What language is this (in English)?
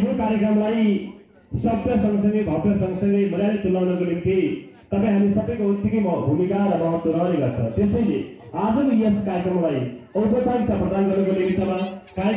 Nepali